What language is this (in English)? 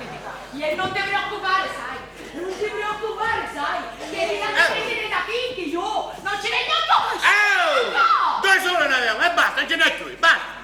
Sicilian